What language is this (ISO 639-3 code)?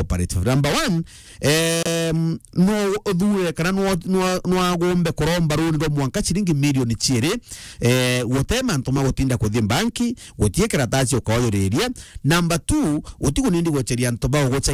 mer